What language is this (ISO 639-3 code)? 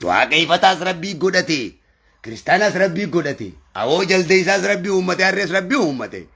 orm